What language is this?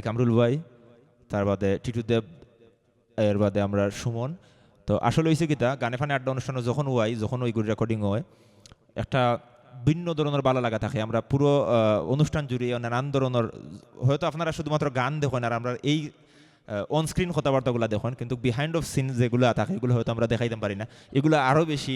Sylheti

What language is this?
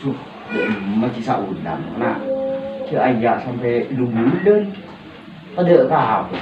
Madurese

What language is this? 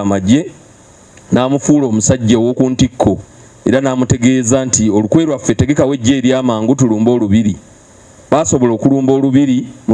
Ganda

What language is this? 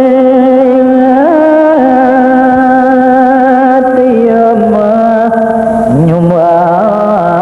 Balinese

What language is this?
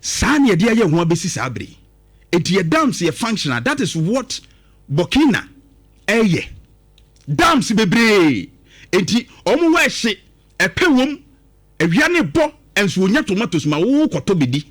Akan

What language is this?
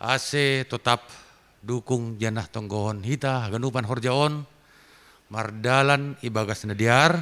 Batak Simalungun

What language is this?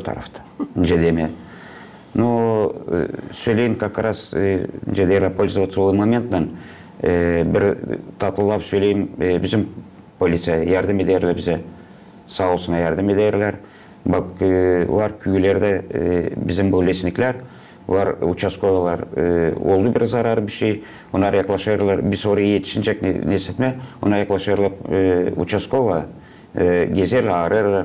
Gagauz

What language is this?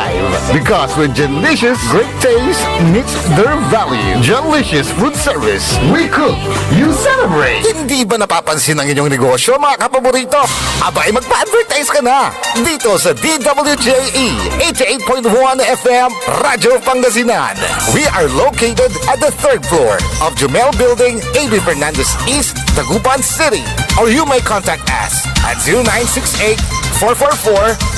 Pangasinan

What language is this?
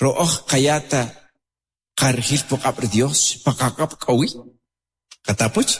Kʼicheʼ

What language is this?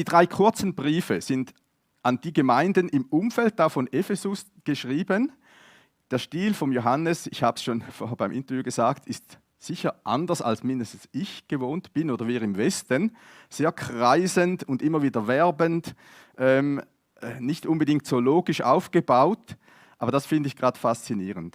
Swiss German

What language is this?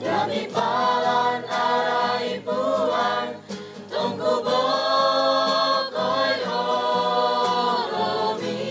Toraja-Sa'dan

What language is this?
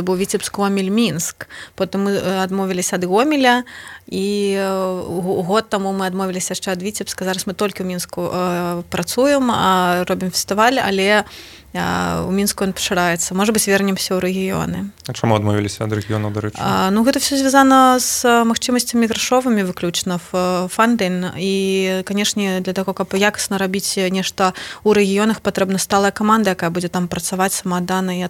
Belarusian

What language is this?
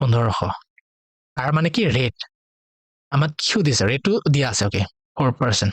Assamese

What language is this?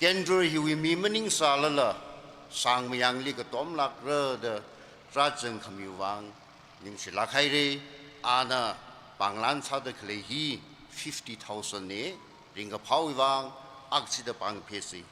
Tangkhul Naga (India)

